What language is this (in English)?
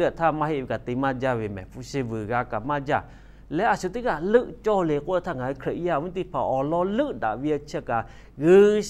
Lahu